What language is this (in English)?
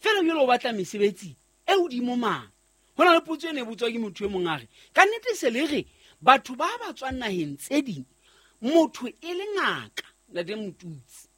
Southern Sotho